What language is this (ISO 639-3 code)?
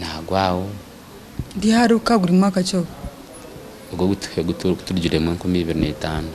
nyn